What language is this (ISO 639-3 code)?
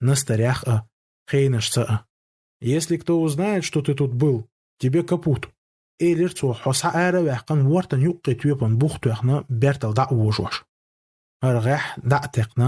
che